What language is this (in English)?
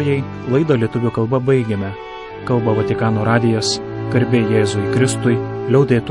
Lithuanian